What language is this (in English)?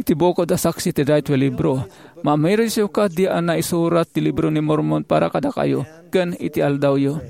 Iloko